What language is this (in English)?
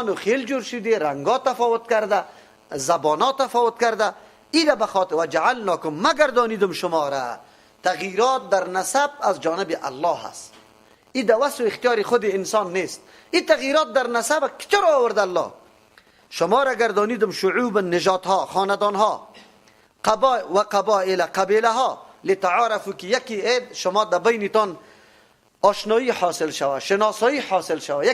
Persian